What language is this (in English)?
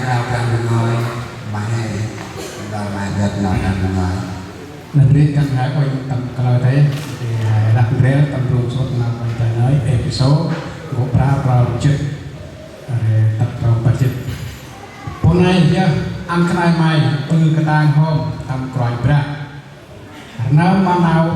Central Mnong